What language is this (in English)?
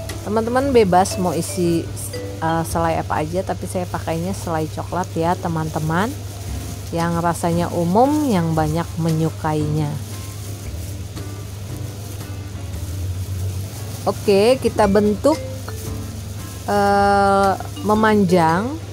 Indonesian